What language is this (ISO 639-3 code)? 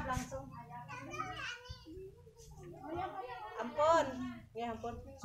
ind